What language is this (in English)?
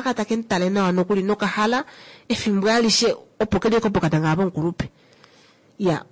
Kuanyama